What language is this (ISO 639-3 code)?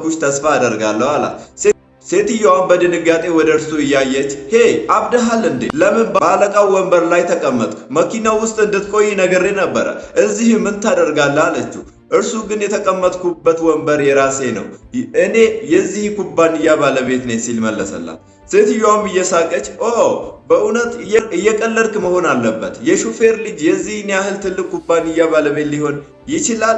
amh